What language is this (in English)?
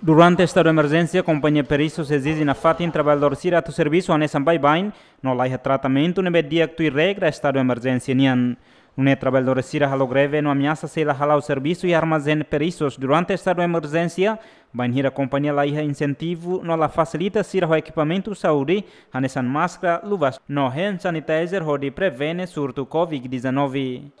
Tetum